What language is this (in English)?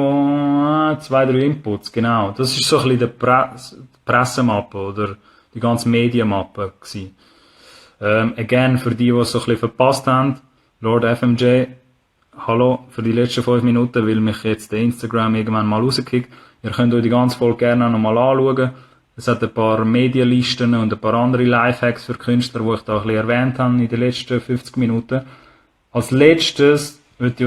Swiss German